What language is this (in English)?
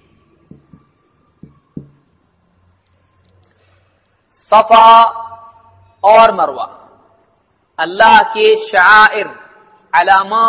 Urdu